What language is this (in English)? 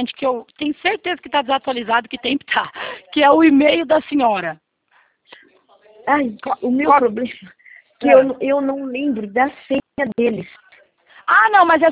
Portuguese